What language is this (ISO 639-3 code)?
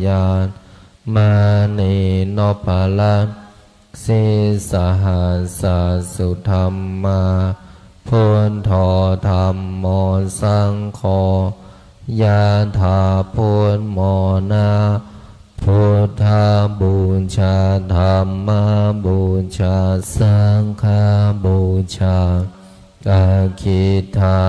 pli